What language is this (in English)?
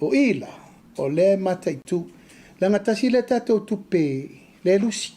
Samoan